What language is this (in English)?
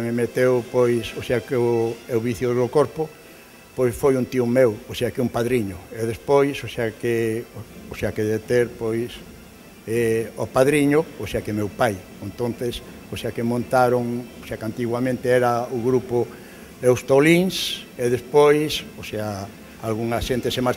Galician